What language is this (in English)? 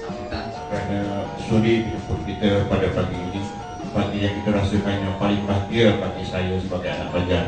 Banjar